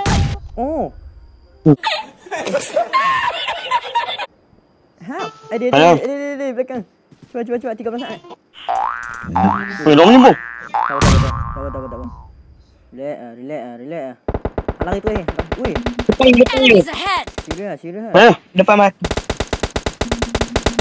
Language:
Malay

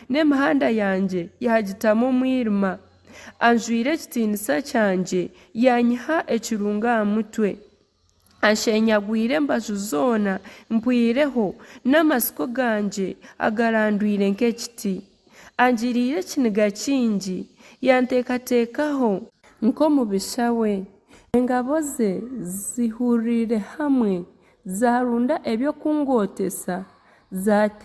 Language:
Nyankole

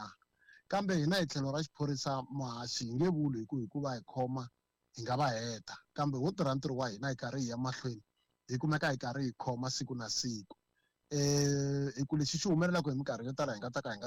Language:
Tsonga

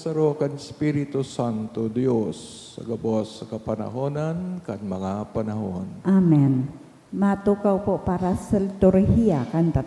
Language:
Bikol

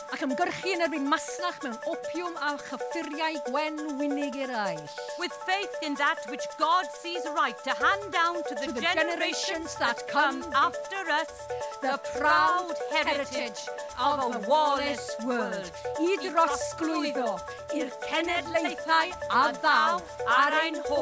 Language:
Welsh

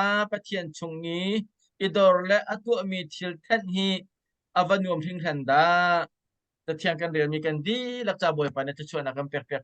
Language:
Hakha Chin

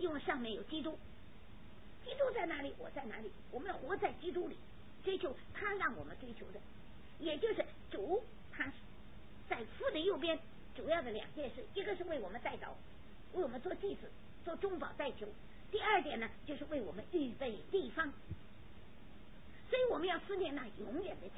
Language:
Chinese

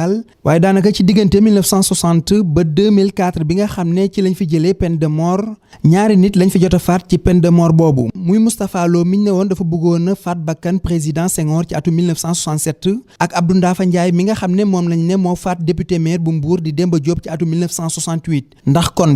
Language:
Wolof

